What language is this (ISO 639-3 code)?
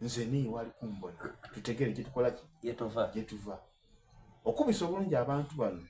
xog